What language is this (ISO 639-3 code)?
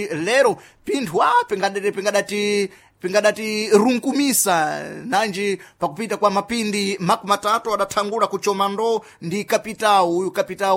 seh